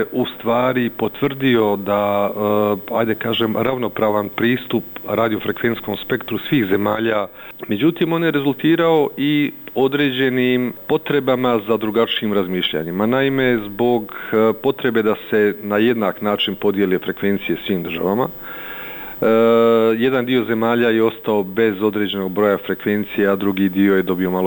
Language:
Bosnian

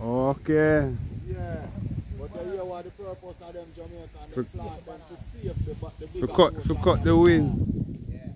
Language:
Jamaican Creole English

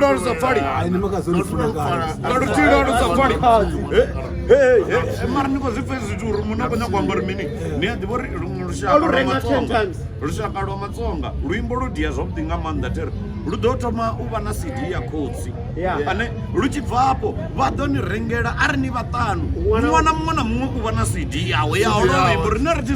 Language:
Venda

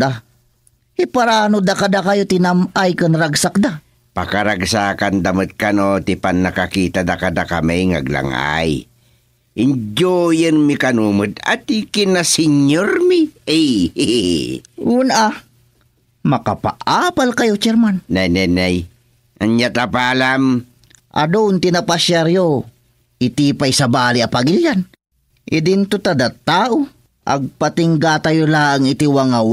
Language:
Iloko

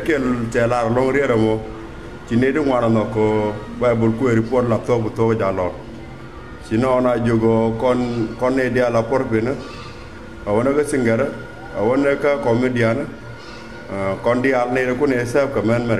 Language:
Nuer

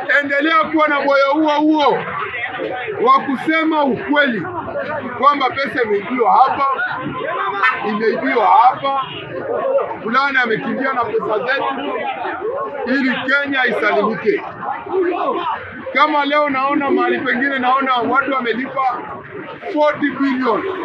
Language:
Swahili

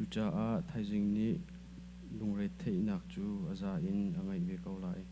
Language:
Hakha Chin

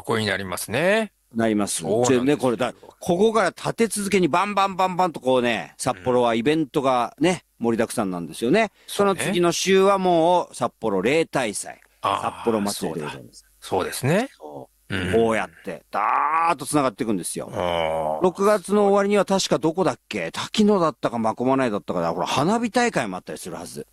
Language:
Japanese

